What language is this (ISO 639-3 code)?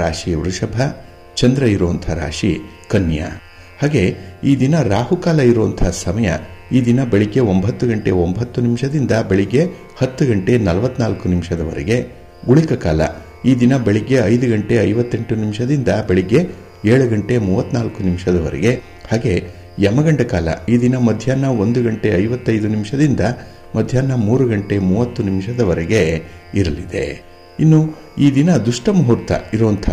kan